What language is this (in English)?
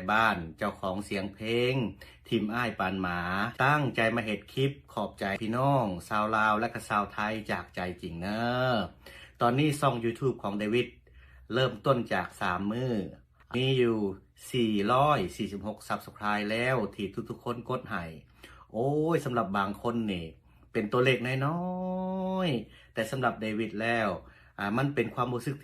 Lao